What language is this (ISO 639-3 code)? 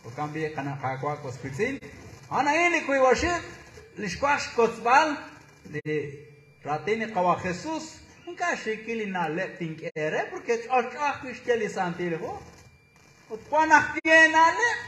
kek